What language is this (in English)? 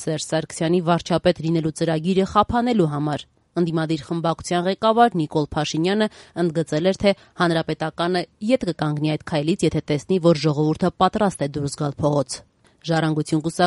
Armenian